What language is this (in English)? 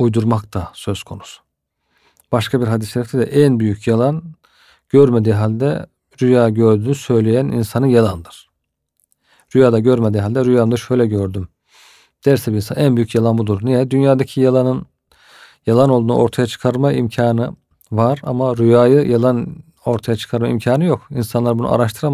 Turkish